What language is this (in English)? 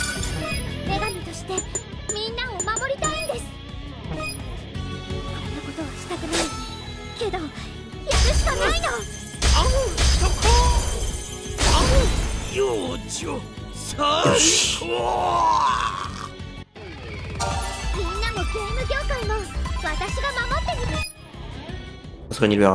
Japanese